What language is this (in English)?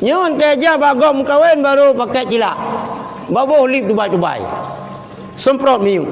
Achinese